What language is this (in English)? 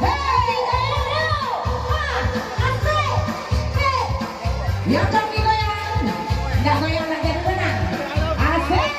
Minangkabau